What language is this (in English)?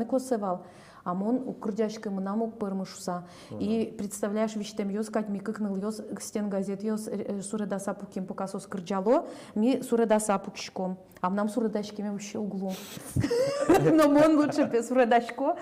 Udmurt